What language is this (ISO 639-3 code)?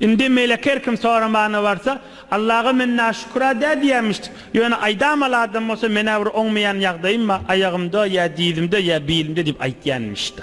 tuk